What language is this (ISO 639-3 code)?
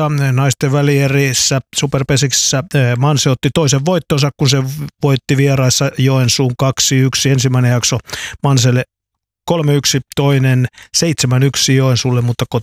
fin